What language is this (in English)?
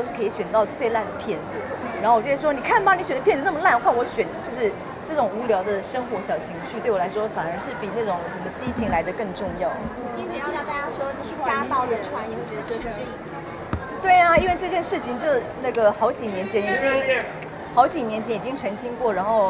Chinese